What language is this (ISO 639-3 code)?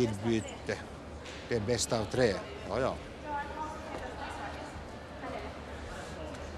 swe